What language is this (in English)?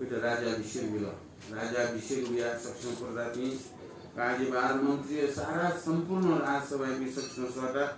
Newari